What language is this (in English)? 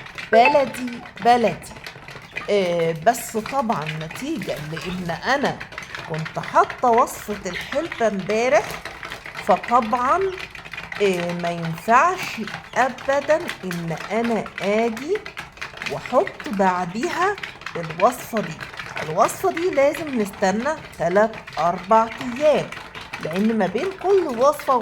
Egyptian Arabic